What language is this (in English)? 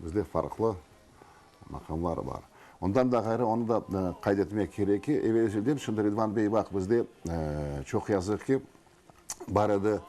Crimean Tatar